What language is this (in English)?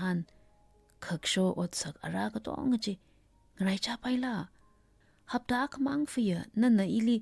Tangkhul Naga (India)